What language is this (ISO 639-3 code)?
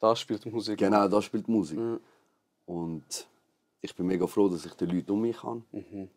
gsw